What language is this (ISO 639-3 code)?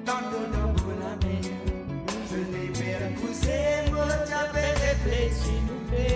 mfe